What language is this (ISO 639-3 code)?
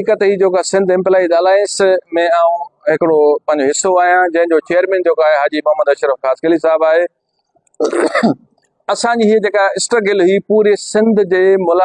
snd